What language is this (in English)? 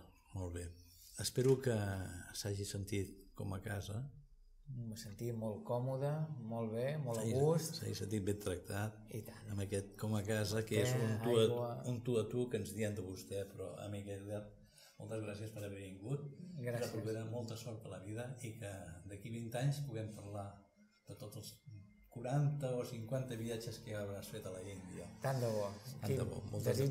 Catalan